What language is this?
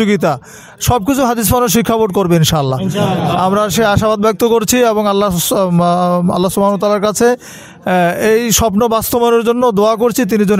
Bangla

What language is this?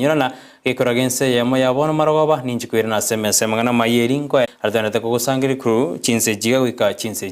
Gusii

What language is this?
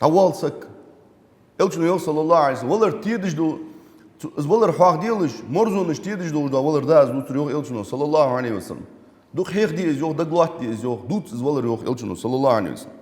Ingush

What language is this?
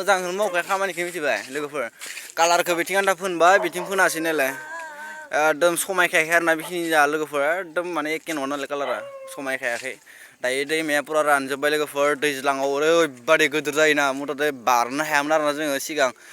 Bodo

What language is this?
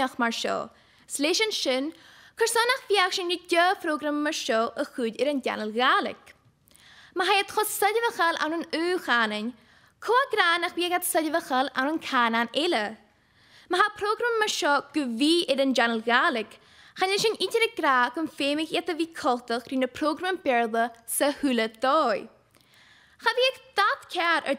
Scottish Gaelic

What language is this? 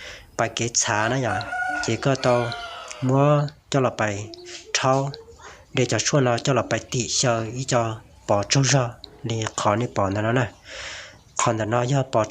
Hmong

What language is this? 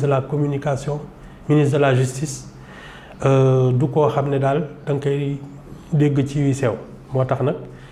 Wolof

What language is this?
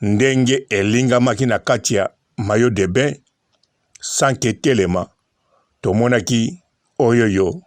Lingala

